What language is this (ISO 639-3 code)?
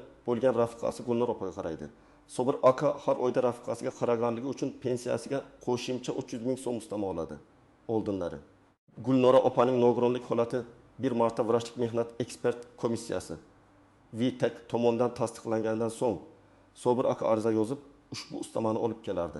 uzb